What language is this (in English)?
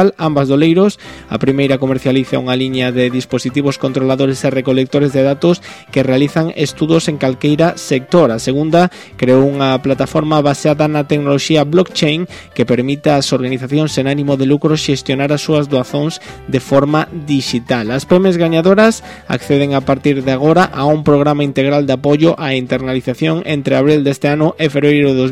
Galician